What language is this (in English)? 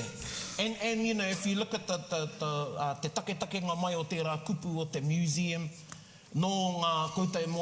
Māori